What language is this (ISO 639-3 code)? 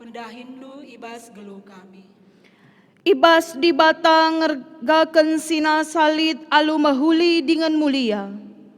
btx